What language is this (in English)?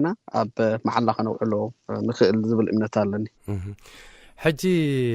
Tigrinya